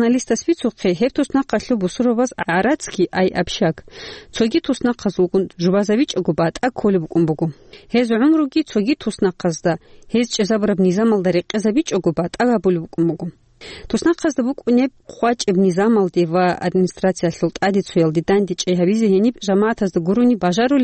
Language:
Avaric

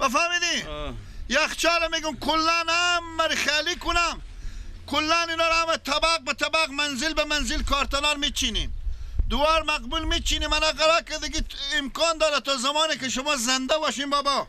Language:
Persian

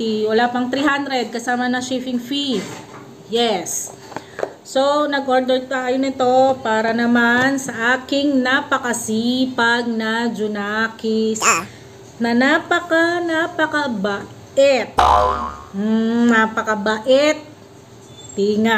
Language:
Filipino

